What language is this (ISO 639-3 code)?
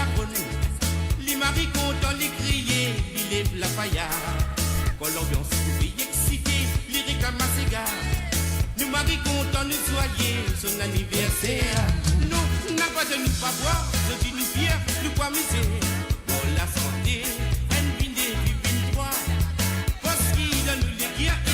mfe